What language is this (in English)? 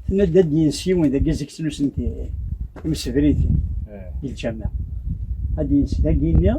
Kabyle